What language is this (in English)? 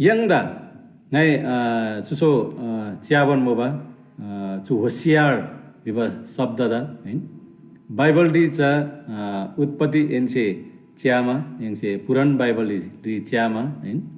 Eastern Tamang